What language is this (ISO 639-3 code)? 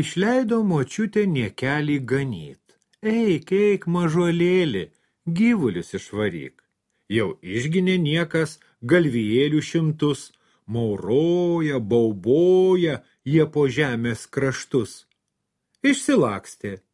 lit